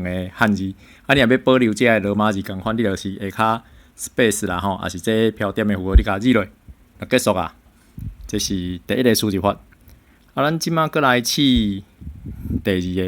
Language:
Min Nan Chinese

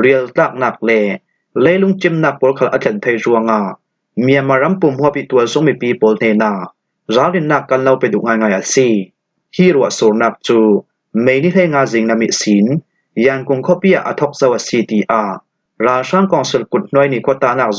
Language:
Falam Chin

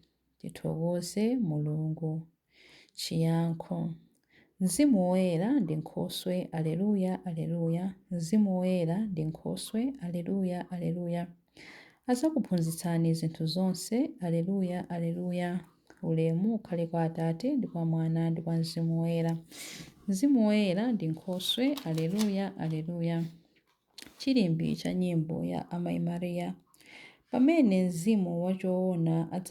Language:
Nyanja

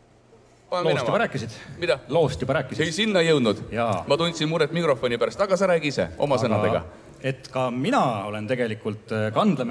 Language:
Estonian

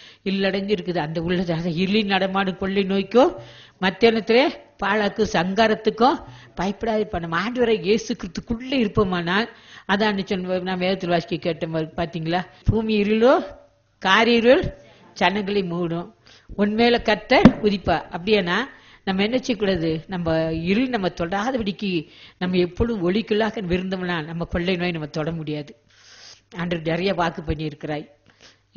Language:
Tamil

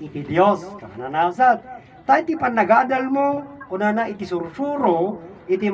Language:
Iloko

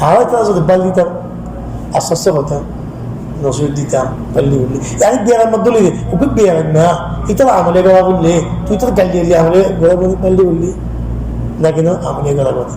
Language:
Rohingya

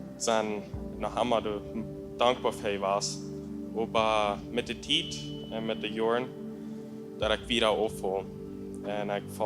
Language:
Plautdietsch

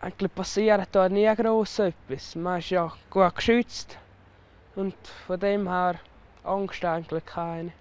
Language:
Romansh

